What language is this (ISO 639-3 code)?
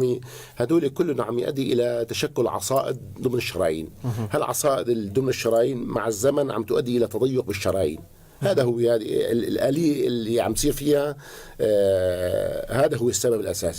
apc